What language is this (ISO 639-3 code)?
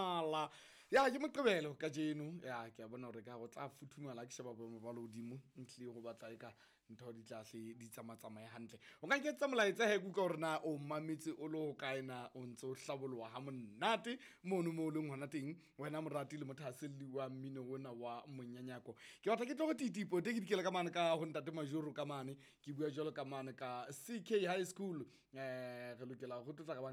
sot